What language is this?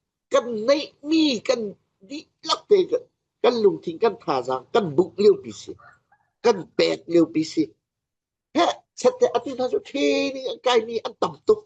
Falam Chin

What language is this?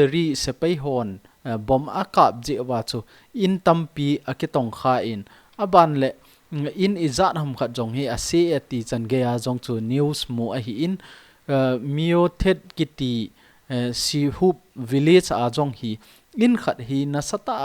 Thado Chin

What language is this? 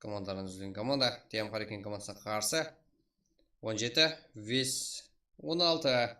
Kara-Kalpak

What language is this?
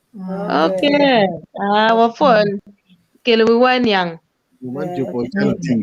Acoli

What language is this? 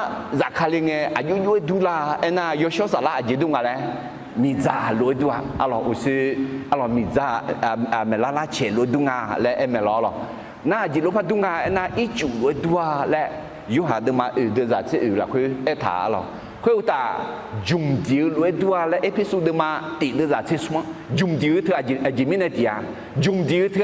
Akha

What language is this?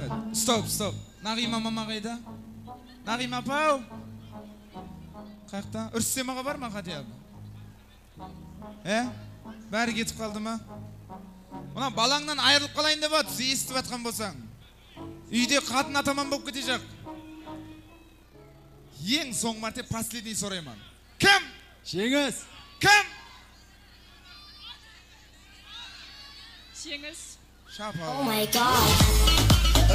Kazakh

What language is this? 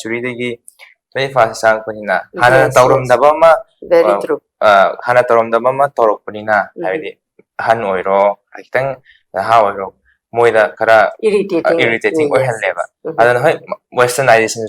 Manipuri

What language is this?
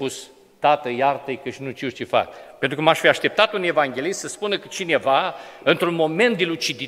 Romanian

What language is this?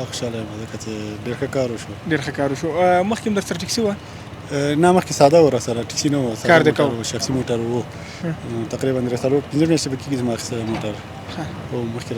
Pashto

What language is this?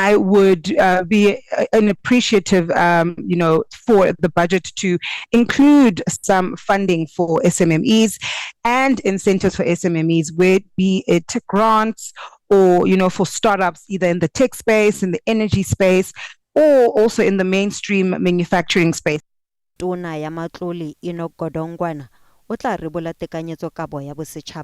Tswana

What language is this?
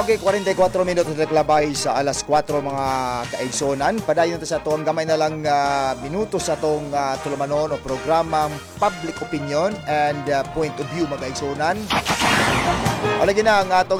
Cebuano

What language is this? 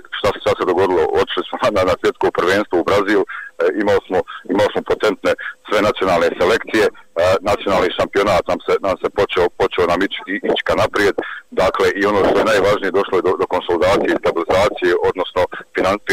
Bosnian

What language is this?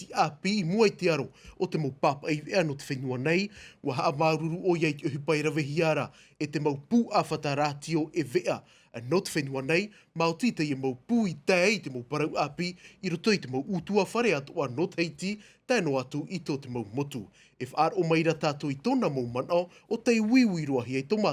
Tahitian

